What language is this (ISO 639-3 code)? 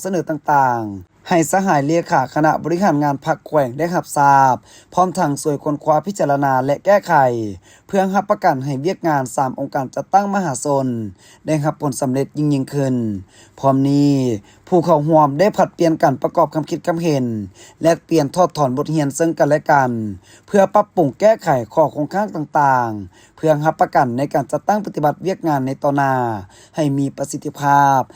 lao